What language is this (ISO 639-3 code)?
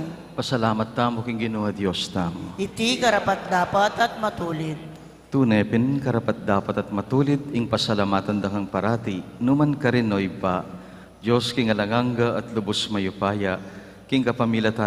pam